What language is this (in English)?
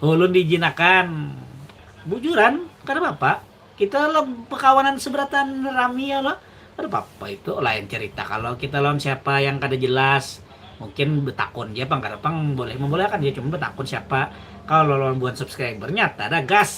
Banjar